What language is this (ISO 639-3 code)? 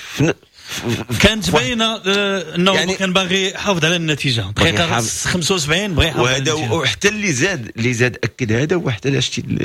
ary